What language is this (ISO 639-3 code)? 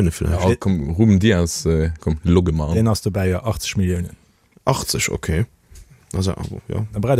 ltz